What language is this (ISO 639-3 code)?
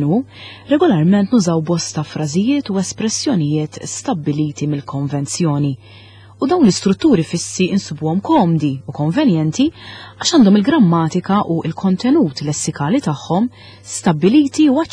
mlt